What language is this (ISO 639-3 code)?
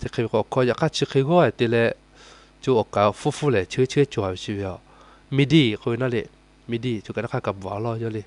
lhu